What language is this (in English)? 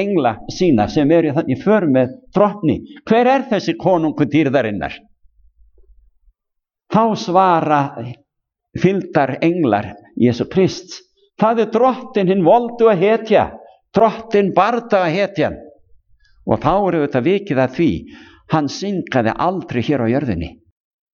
Icelandic